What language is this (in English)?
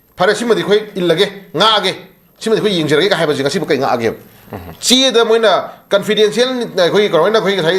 Manipuri